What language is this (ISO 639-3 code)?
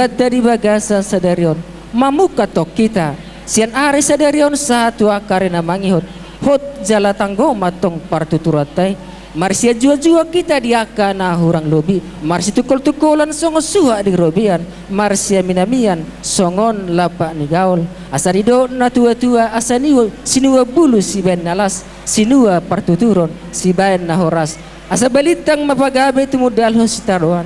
bbc